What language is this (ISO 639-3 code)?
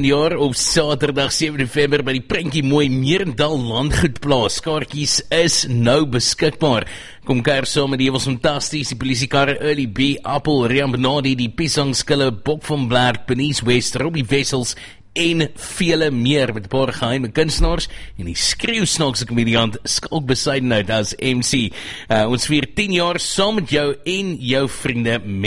afr